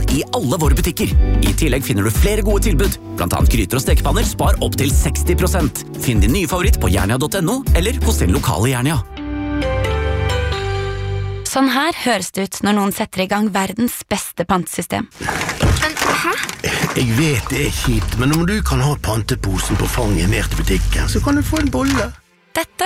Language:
Norwegian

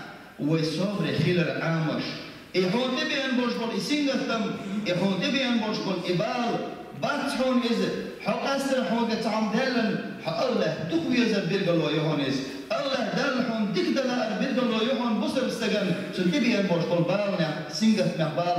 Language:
Chechen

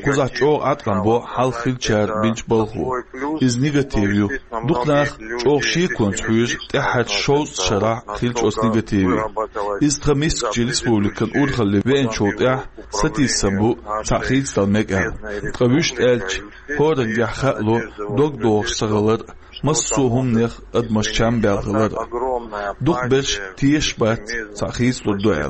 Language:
Chechen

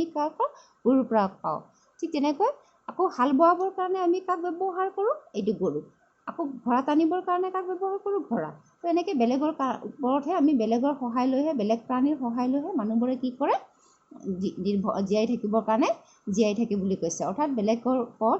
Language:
Assamese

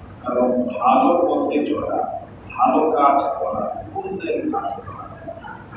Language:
Bangla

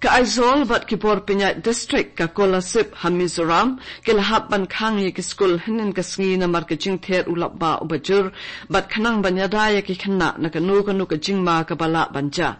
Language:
Khasi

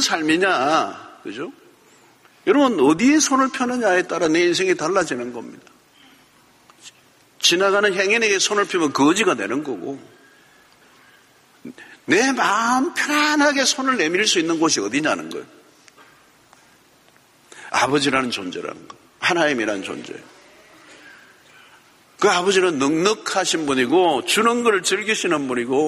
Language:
Korean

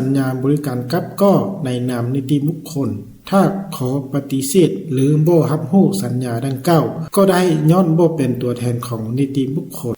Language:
Lao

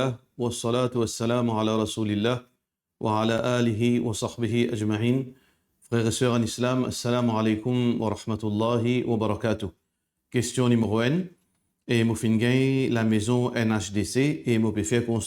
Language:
Morisyen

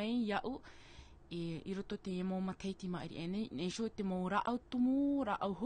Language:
Tahitian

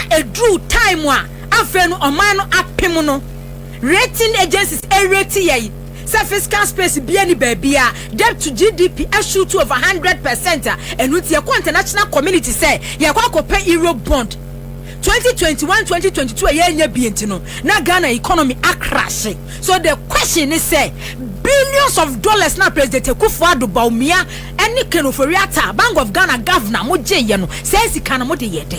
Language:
Akan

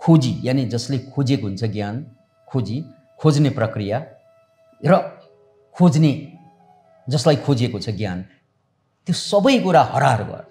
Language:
Nepali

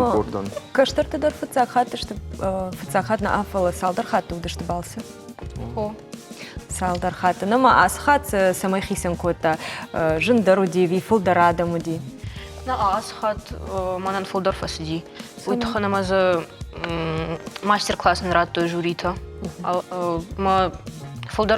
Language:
Ossetic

